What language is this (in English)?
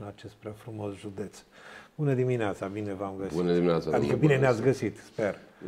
Romanian